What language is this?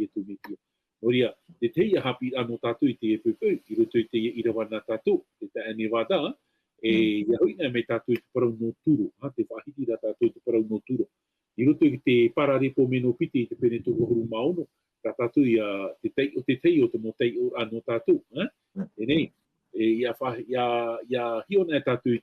Tahitian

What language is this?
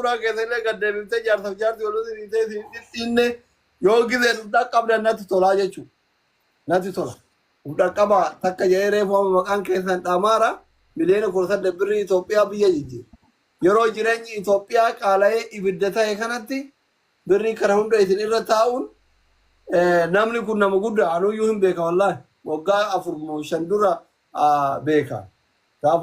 Oromo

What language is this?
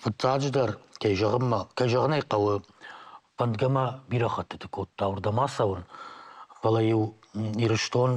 Ossetic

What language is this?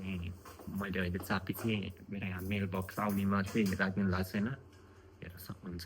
Nepali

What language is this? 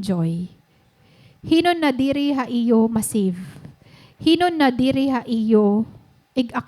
Waray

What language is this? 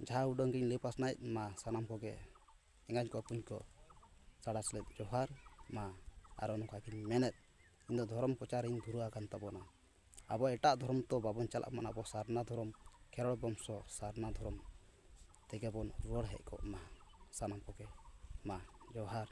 Santali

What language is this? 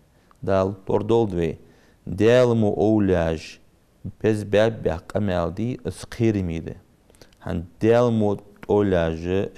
Ingush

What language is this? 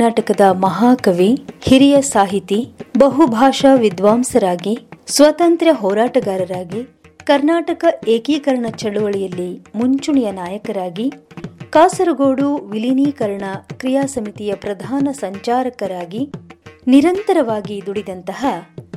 Kannada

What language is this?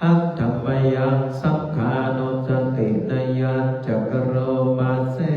Pali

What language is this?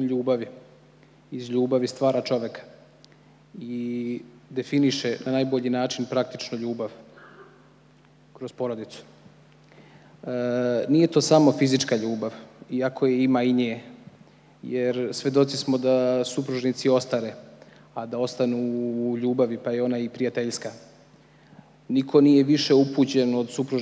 Serbian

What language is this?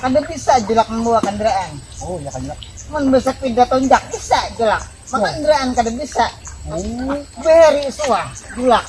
Banjar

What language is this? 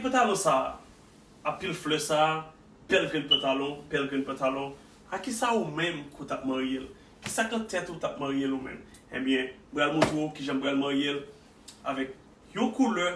Haitian Creole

